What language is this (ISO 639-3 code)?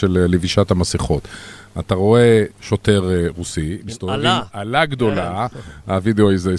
heb